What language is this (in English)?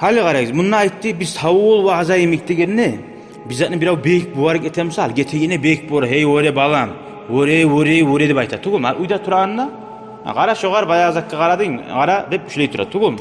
Kumyk